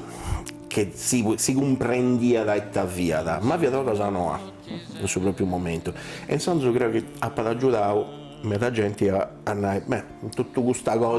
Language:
Sardinian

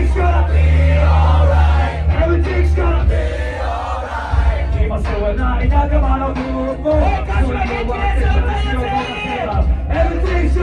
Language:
Japanese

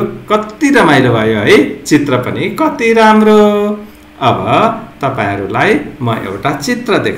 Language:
Nepali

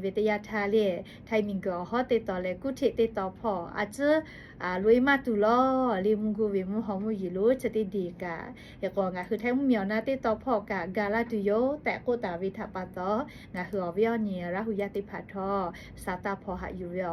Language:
Lahu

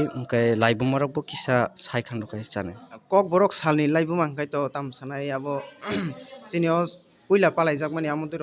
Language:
Kok Borok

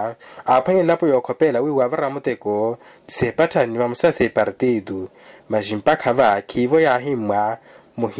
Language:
Makhuwa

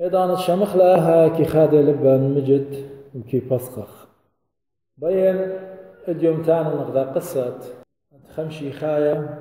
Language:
Assyrian Neo-Aramaic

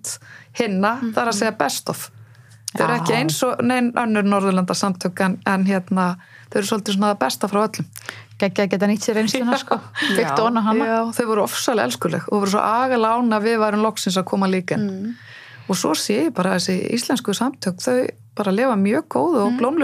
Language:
Icelandic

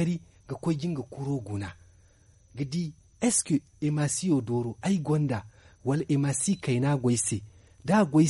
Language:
Zarma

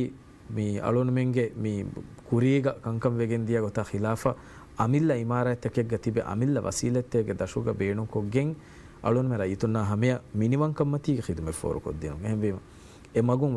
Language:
Divehi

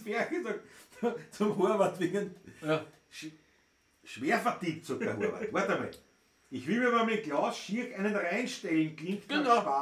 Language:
Bavarian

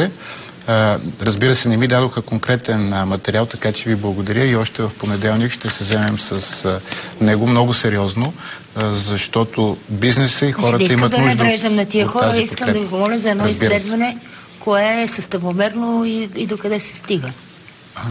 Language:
Bulgarian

